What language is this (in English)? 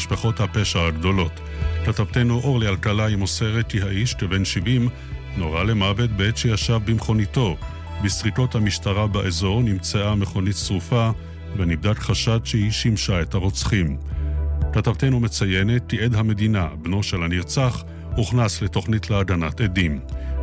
Hebrew